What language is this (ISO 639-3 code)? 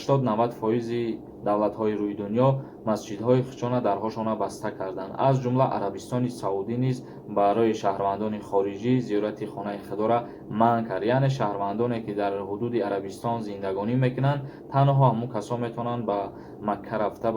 tgk